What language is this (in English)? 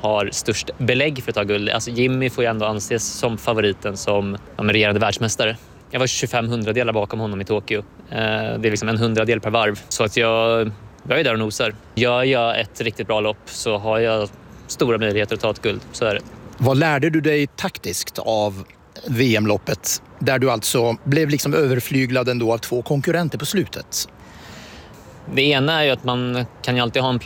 Swedish